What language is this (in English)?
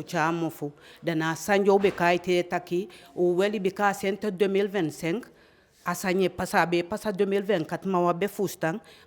Eastern Maroon Creole